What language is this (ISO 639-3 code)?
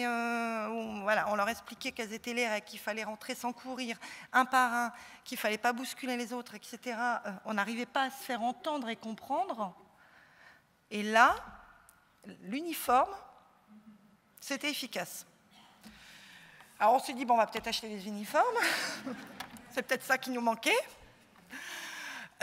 fra